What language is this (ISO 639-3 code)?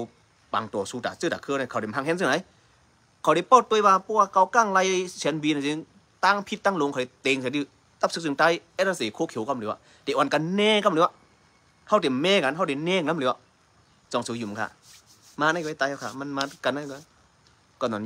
shn